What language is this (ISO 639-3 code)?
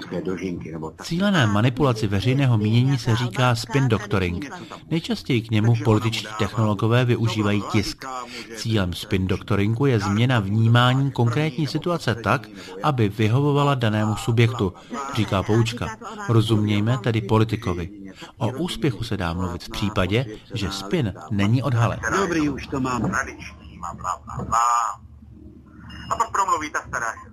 ces